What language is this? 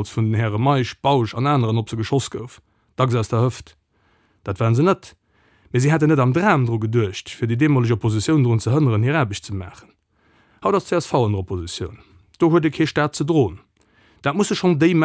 Luxembourgish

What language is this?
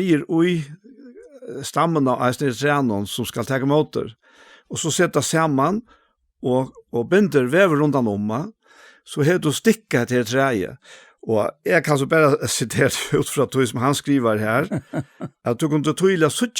Faroese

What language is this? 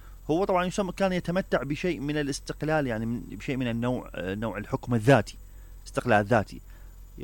Mesopotamian Arabic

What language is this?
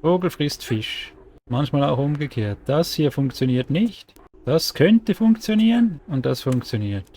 Swiss German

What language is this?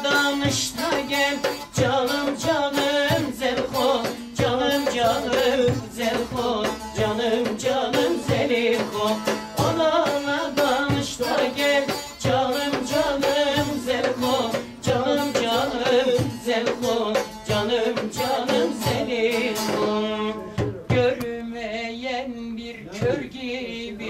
Turkish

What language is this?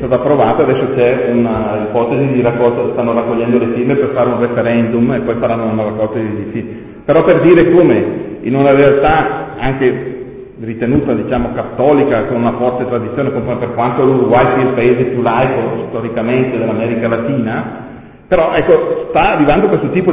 Italian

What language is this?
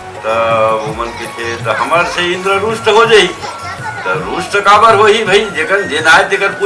Chhattisgarhi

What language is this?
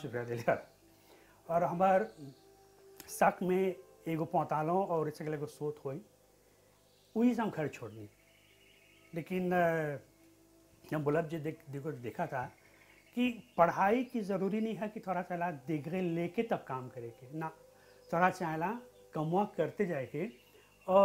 Bhojpuri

